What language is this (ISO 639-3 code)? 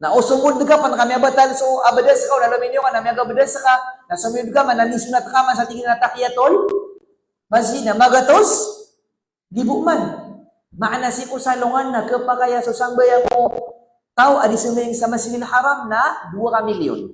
mrw